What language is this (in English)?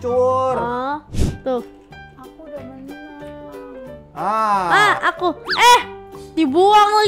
Indonesian